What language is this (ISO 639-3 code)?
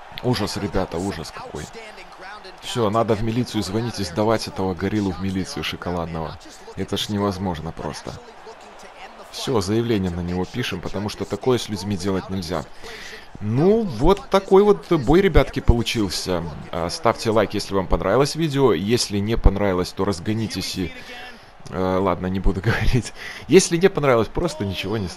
rus